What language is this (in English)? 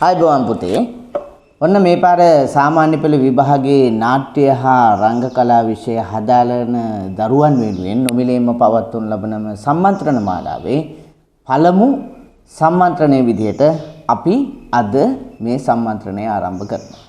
Sinhala